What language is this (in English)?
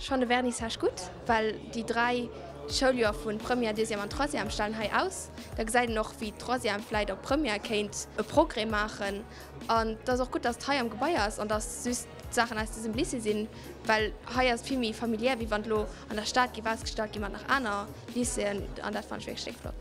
Luxembourgish